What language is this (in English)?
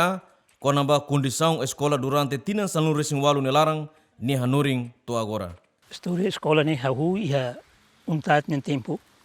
Tetum